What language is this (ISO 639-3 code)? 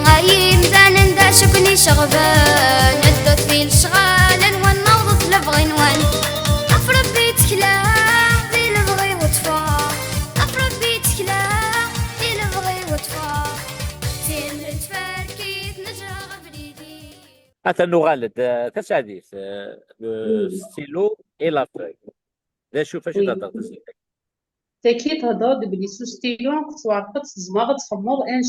kab